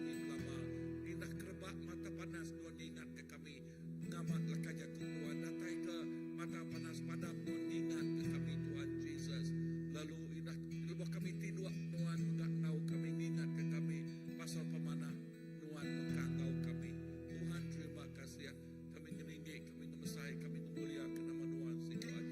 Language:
Iban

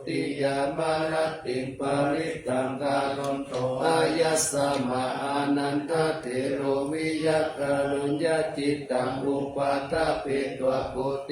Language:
Pali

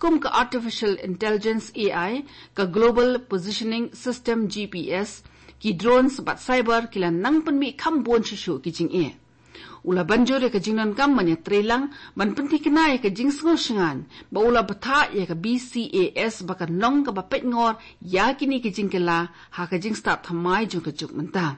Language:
Khasi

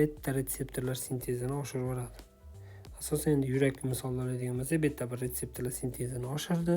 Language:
Uzbek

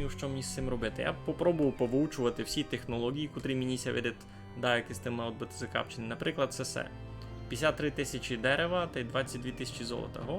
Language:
Rusyn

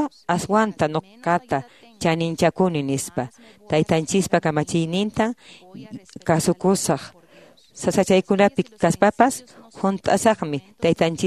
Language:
Quechua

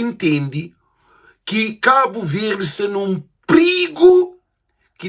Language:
Kabuverdianu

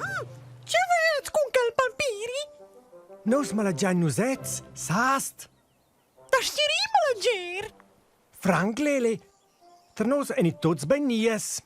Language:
Romansh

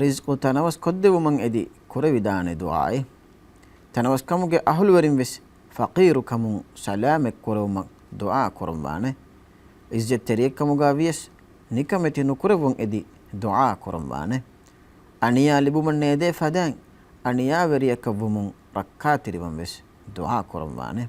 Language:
Divehi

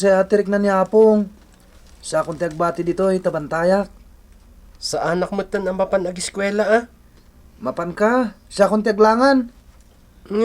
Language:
Iloko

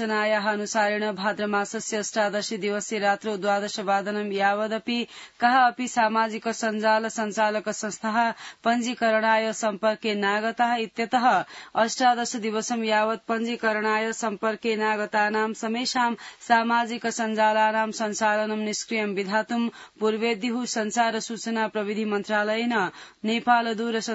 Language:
Sanskrit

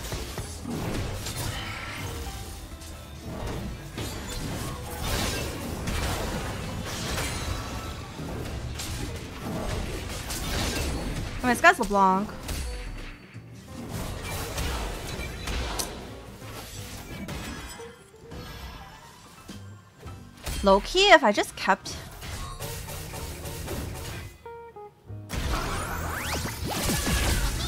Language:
English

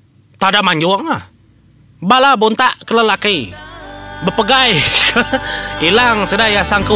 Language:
Iban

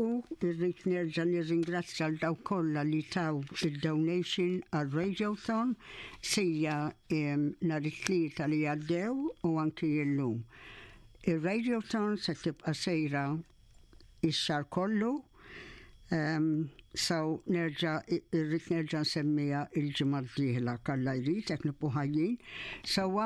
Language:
Maltese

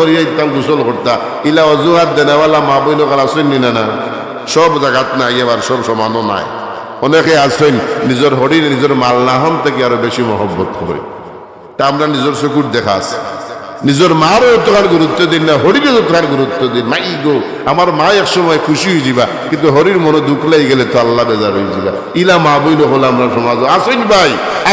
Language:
Sylheti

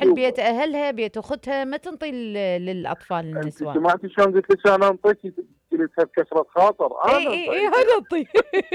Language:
Mesopotamian Arabic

